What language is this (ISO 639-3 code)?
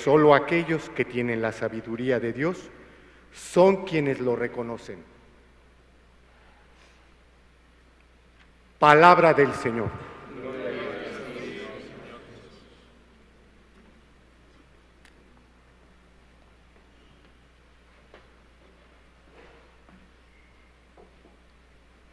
spa